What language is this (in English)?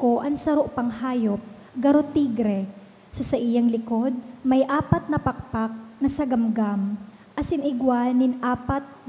Bikol